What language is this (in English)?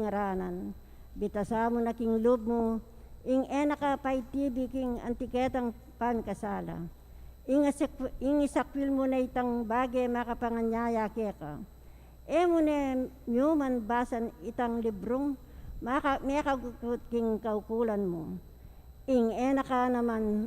Pampanga